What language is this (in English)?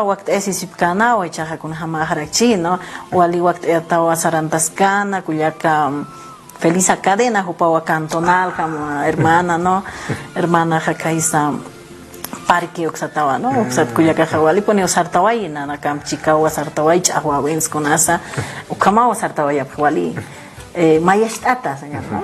Aymara